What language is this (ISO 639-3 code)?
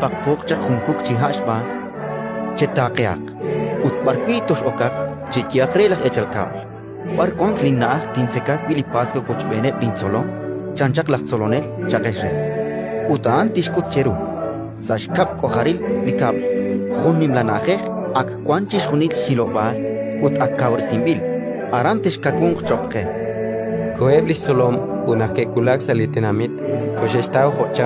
kek